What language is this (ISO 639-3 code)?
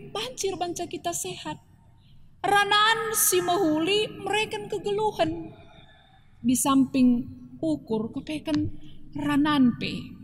btx